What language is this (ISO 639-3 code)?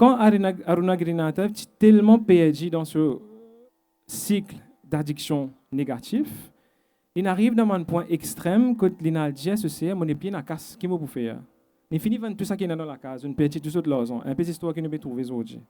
mfe